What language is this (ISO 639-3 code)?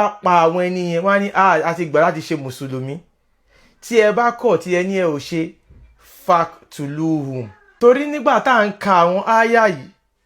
yor